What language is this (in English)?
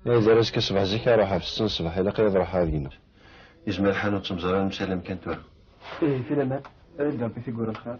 Kabyle